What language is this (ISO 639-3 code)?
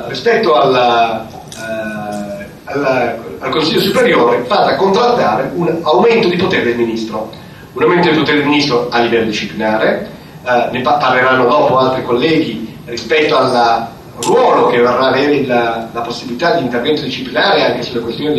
ita